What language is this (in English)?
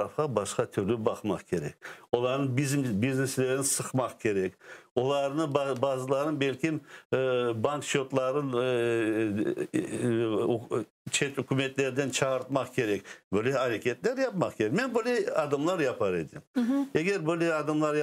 Crimean Tatar